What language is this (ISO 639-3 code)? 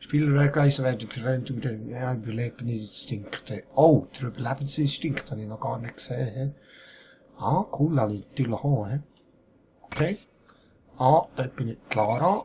gsw